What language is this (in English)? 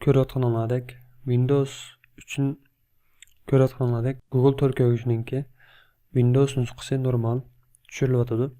Uyghur